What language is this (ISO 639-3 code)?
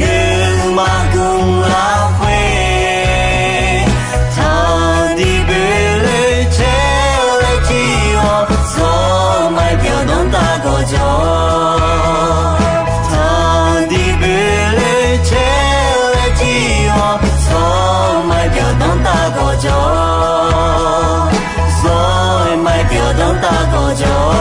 ahk